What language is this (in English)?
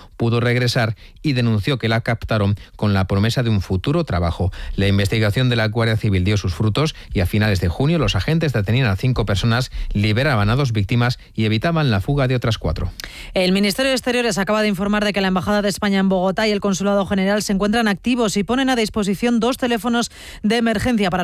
Spanish